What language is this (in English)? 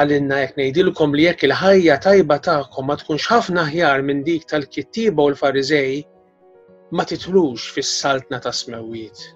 Maltese